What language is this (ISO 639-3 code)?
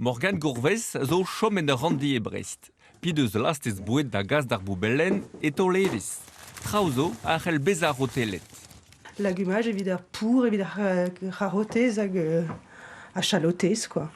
bre